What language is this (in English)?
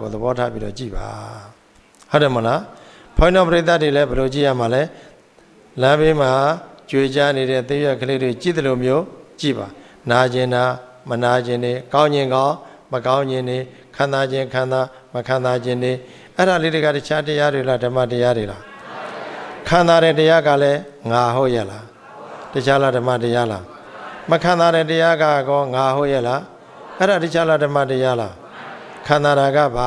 Burmese